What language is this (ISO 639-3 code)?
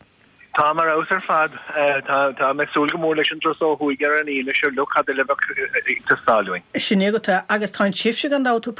gle